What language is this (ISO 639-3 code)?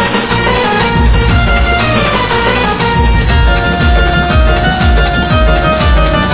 mar